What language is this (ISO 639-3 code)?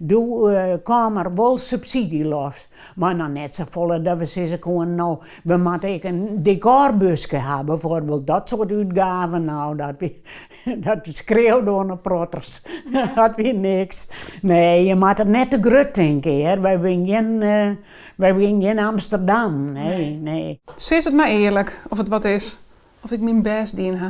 fry